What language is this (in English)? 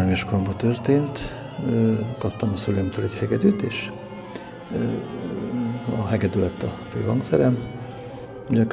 Hungarian